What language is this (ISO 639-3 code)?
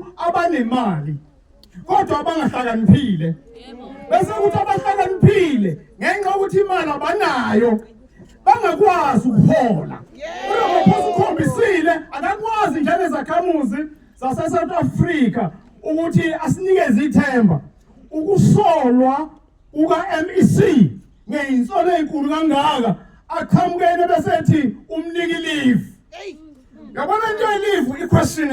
zul